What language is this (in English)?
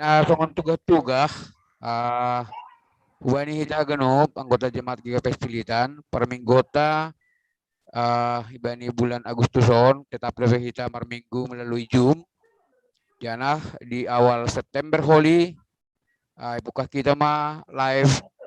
Batak Simalungun